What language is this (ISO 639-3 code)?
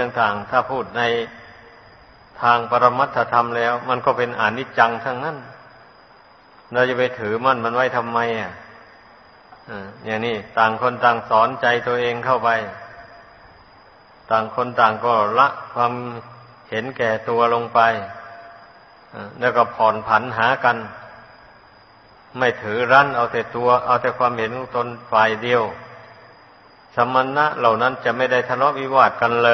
tha